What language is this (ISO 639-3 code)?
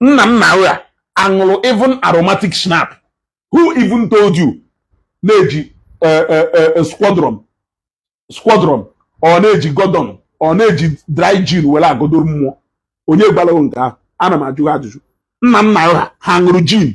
ibo